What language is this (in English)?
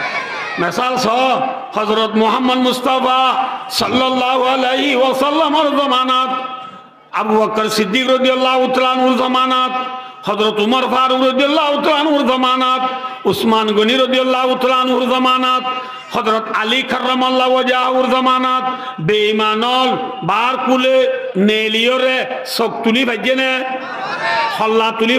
Rohingya